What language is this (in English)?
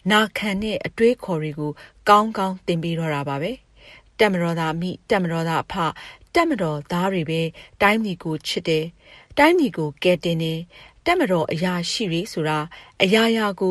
Burmese